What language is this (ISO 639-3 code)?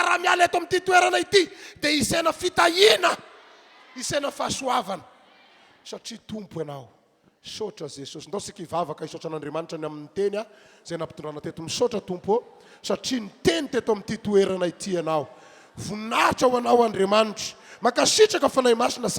mlg